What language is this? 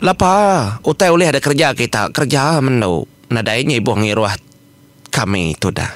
Iban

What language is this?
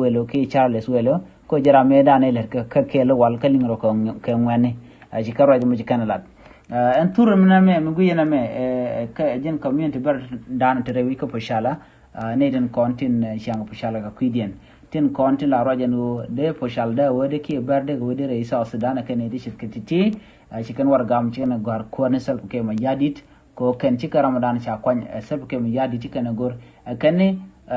Nuer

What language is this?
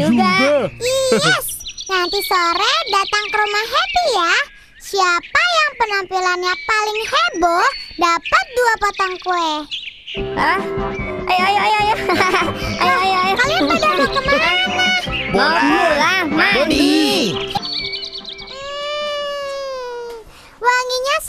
Indonesian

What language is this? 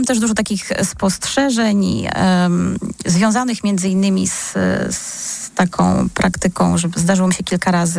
Polish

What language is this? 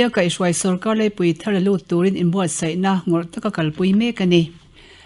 Mizo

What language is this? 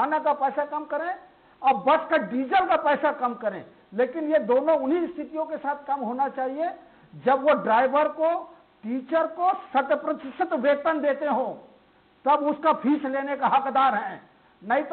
Hindi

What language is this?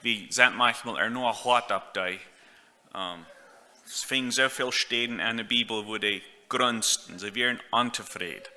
Plautdietsch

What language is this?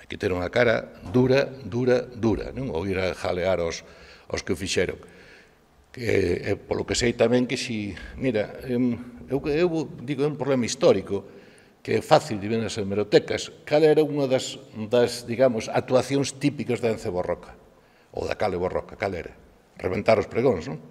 Galician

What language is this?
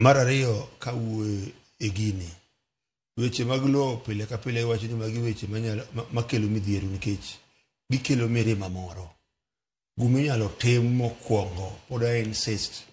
Luo (Kenya and Tanzania)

